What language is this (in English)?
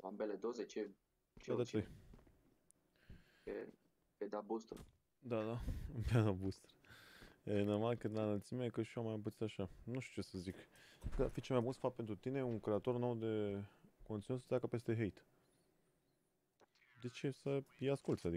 Romanian